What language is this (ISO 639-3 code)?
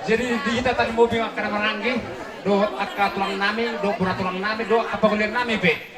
bbc